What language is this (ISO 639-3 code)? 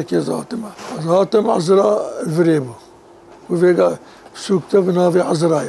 kur